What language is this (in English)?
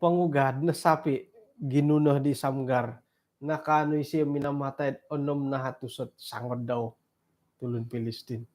Central Dusun